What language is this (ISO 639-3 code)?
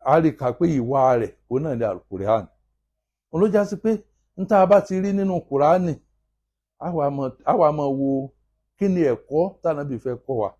yor